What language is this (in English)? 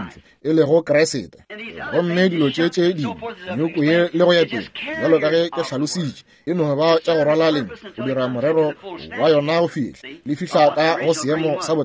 Northern Sotho